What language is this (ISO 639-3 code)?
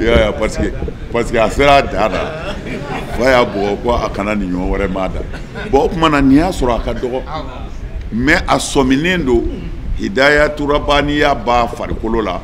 bam